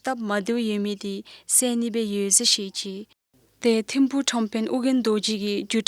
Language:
Dzongkha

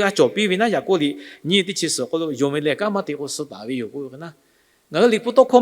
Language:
Lahu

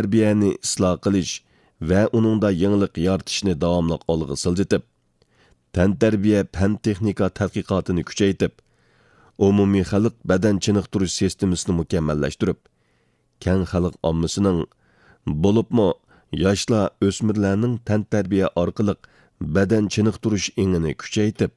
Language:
Uyghur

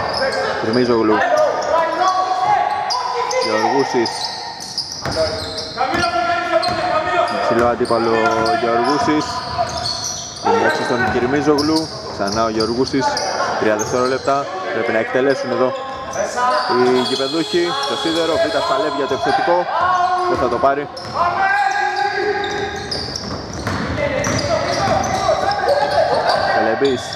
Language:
Greek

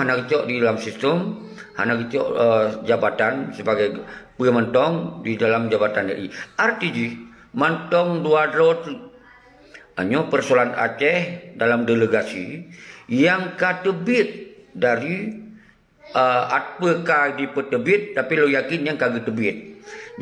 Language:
Achinese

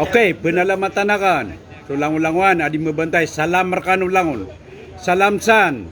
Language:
Maranao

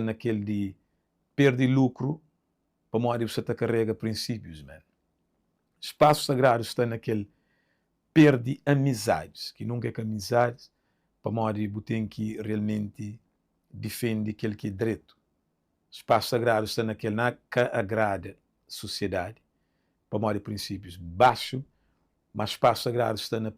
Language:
Kabuverdianu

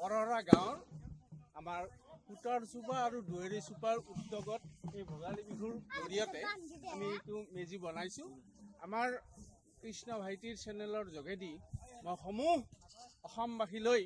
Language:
Assamese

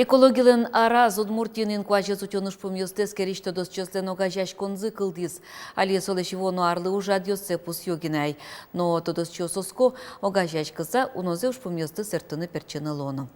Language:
Udmurt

